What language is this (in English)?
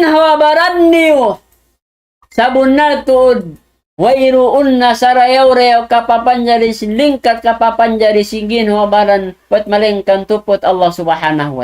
Tausug